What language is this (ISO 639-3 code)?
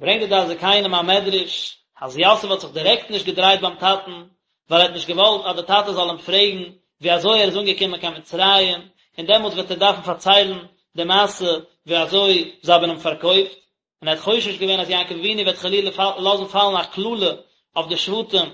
yid